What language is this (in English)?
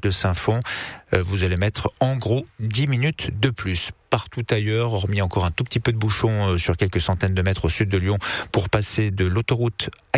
French